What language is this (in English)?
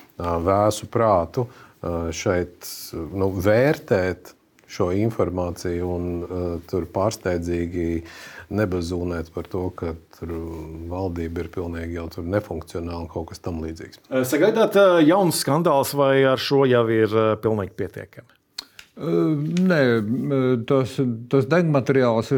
Latvian